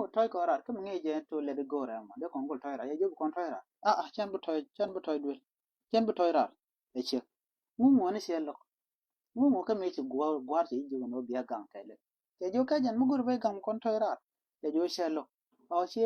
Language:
Nuer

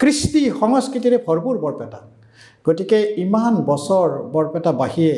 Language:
Assamese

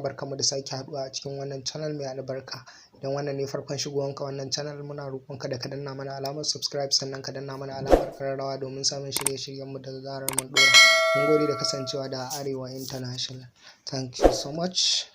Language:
Hausa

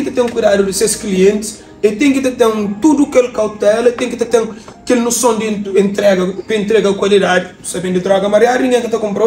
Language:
Kabuverdianu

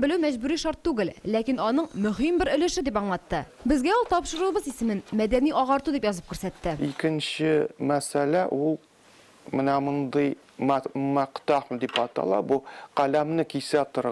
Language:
Tatar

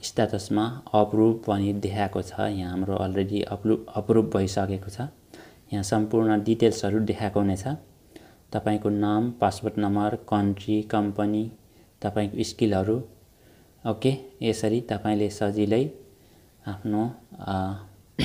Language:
Nepali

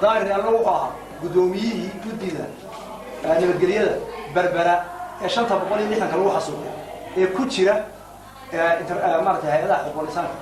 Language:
Somali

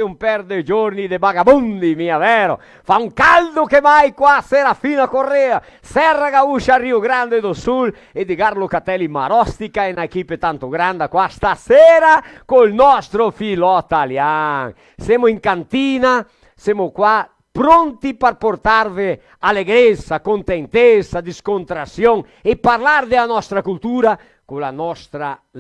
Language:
Venetian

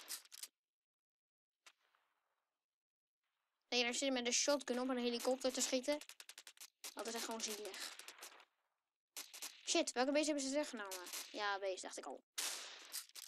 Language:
Dutch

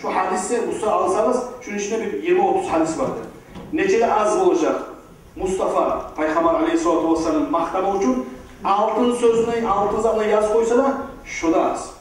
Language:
Kumyk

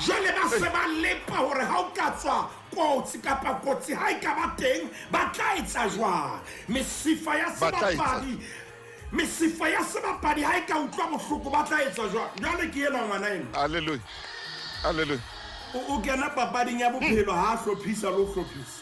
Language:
Southern Sotho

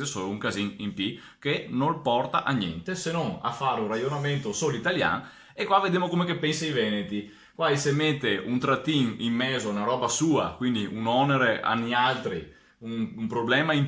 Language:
Venetian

